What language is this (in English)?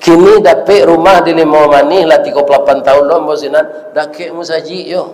Minangkabau